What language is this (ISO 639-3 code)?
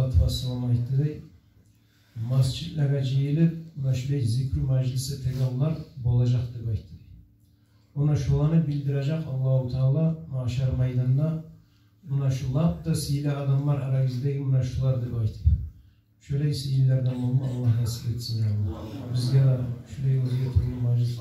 kum